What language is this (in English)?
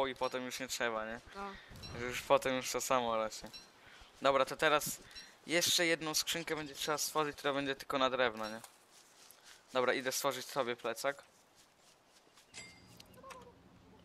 Polish